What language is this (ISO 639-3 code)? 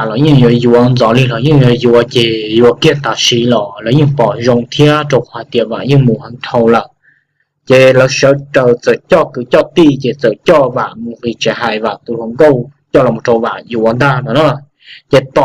hmn